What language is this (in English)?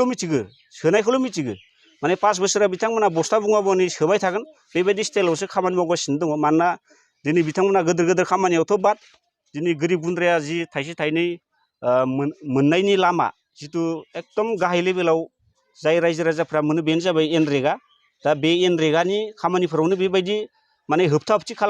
Bodo